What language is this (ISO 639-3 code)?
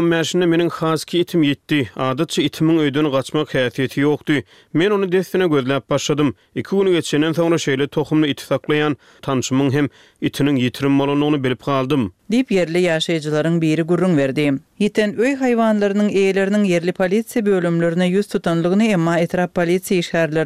tuk